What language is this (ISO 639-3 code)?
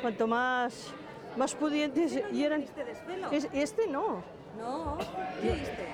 arg